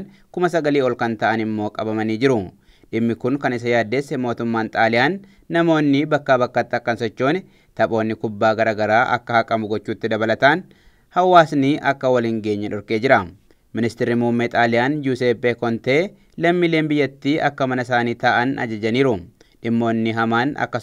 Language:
Oromo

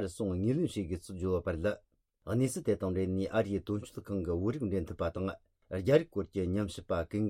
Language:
Tibetan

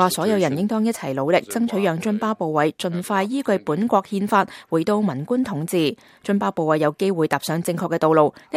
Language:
Cantonese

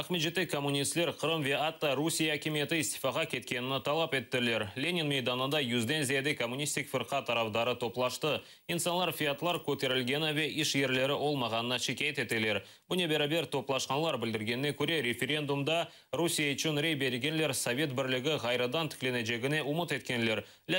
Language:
Crimean Tatar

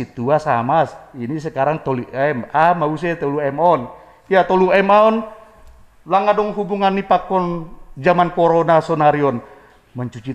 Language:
Batak Simalungun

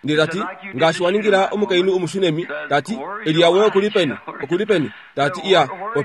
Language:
Kuanyama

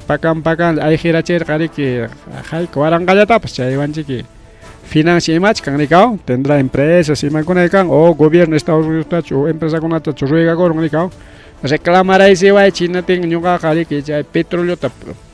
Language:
Ayacucho Quechua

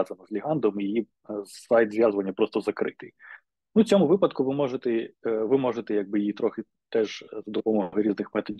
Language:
Ukrainian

